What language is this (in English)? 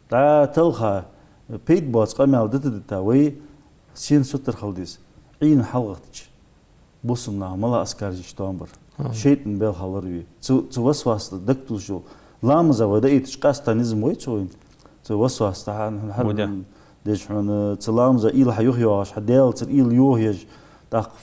Ingush